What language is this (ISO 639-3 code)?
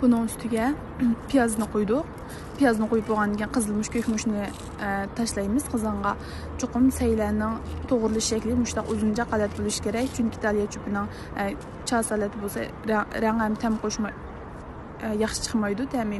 uig